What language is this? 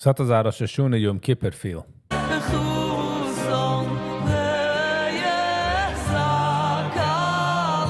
Yiddish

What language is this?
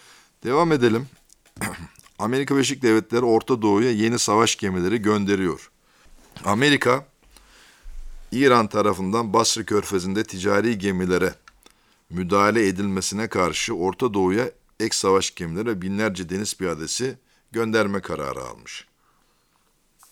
Turkish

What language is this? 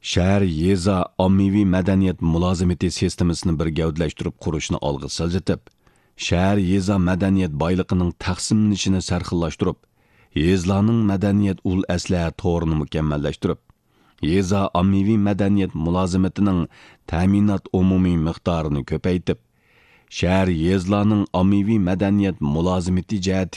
Uyghur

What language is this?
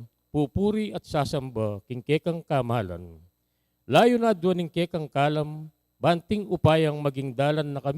Pampanga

